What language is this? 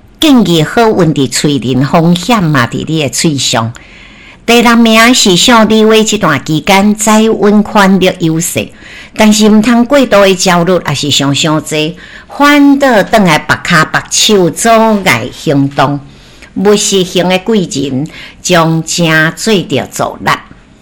Min Nan Chinese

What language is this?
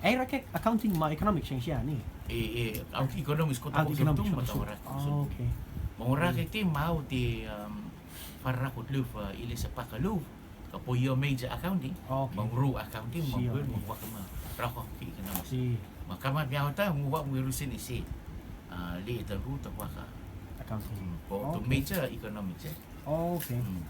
Rotuman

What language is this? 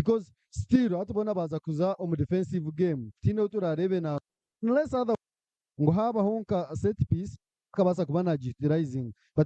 Nyankole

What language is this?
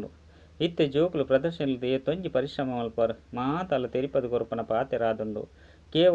Tulu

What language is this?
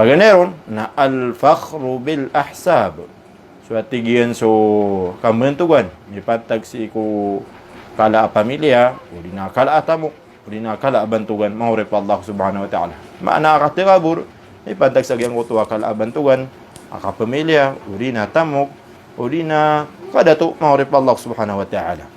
Maranao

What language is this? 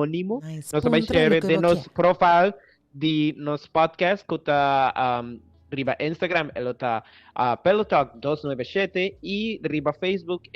Papiamento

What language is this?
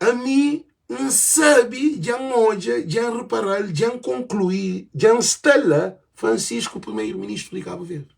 Kabuverdianu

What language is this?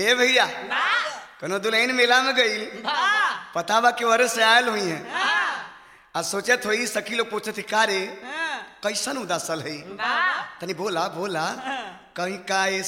Bhojpuri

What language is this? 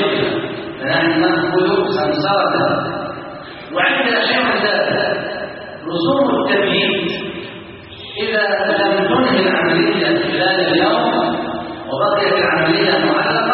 Arabic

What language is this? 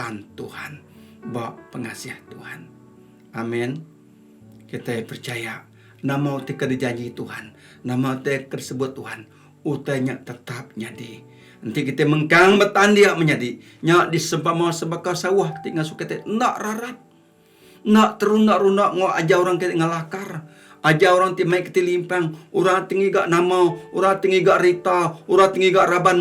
Iban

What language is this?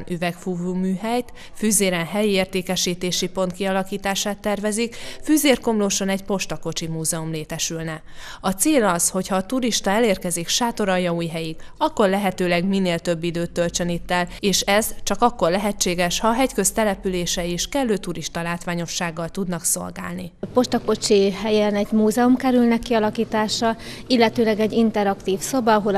Hungarian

